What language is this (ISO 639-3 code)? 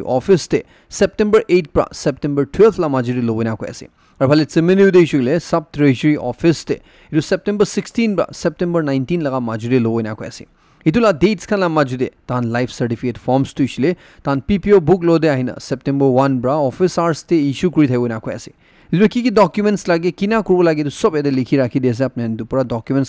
nag